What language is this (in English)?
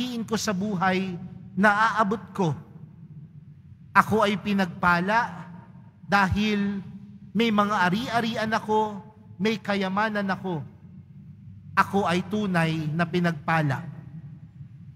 Filipino